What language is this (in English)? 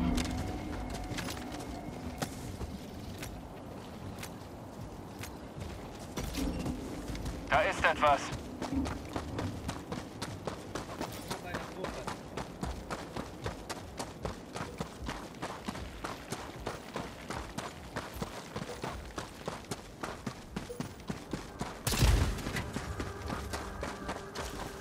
German